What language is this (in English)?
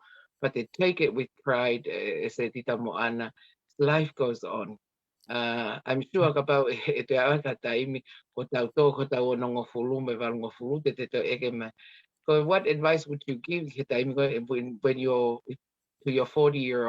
Tongan